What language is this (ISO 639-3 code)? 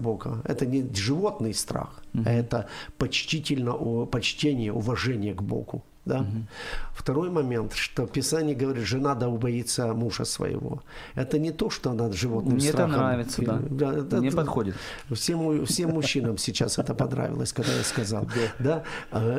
rus